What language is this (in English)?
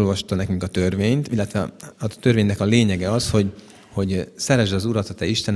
Hungarian